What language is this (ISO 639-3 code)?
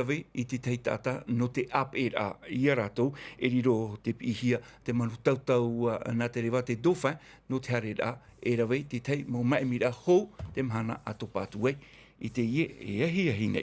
tah